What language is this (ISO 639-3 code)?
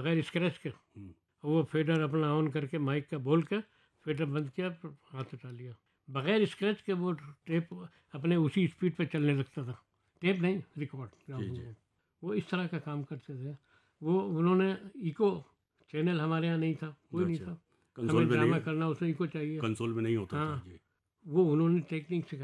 hin